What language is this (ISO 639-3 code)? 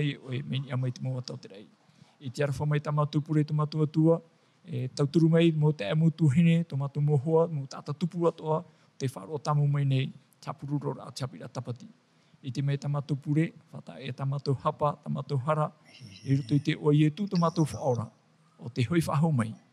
tah